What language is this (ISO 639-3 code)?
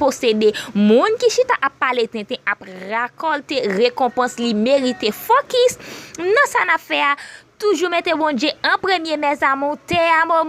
hat